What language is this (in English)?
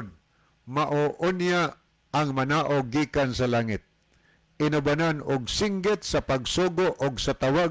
Cebuano